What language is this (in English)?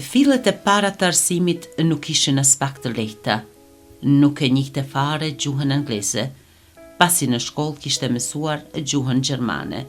Albanian